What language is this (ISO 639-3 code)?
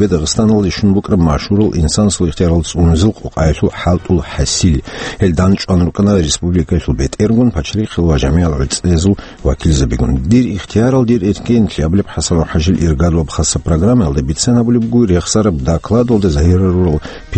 ava